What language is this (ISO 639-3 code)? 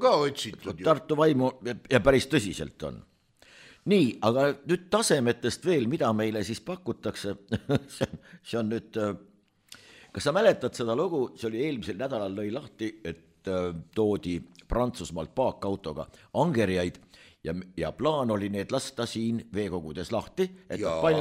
est